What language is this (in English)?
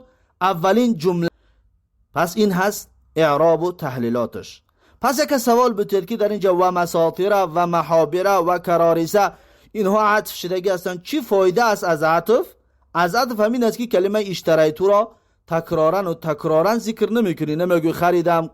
Tajik